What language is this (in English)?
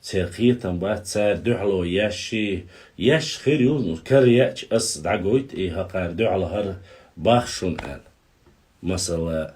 Chechen